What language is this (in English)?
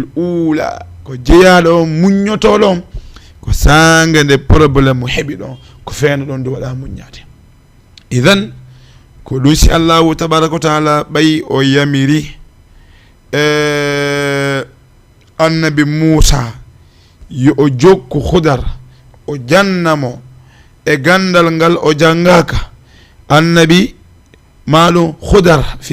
Fula